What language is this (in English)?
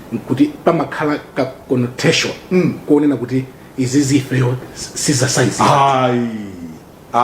Nyanja